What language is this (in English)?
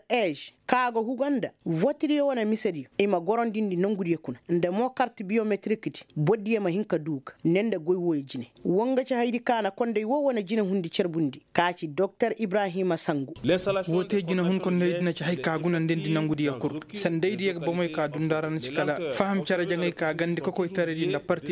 Koyraboro Senni